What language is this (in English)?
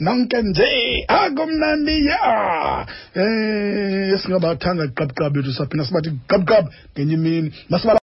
Xhosa